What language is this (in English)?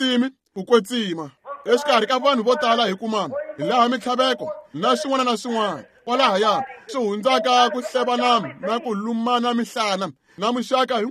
Tsonga